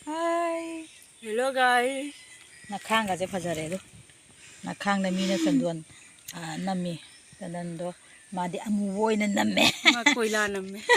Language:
Manipuri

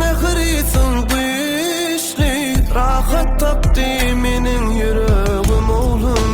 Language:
Turkmen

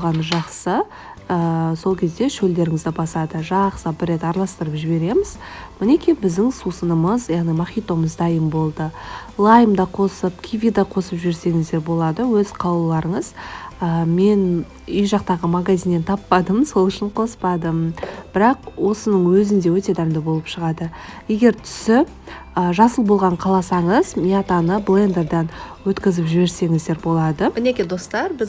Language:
Kazakh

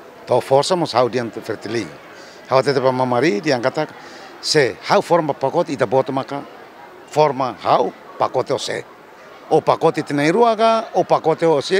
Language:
Tetum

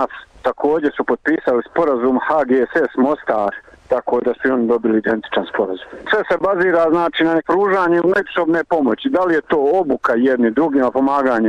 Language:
Bosnian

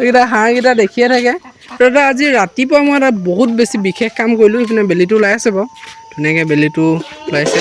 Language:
Assamese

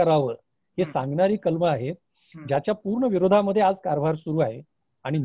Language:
Marathi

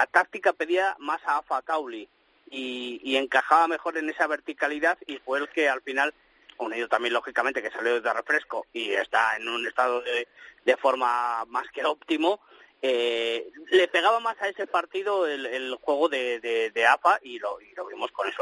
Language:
Spanish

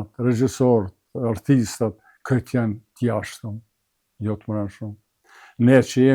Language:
Albanian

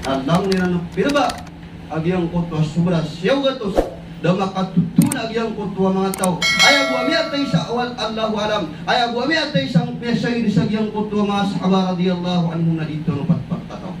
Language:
Maranao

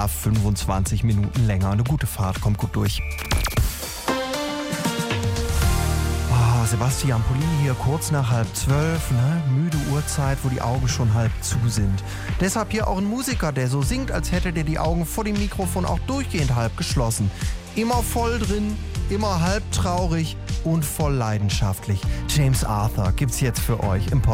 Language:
German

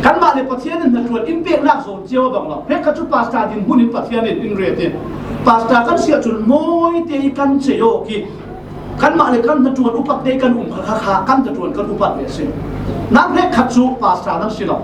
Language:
Falam Chin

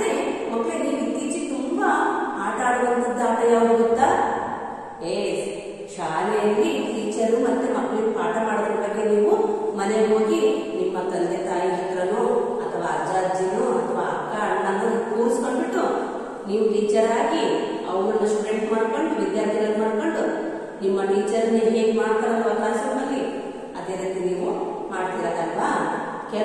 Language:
Kannada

